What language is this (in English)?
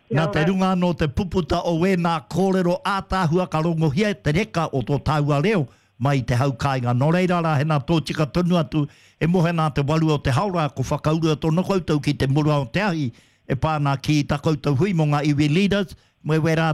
Māori